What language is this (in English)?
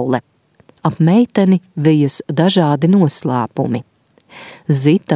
Latvian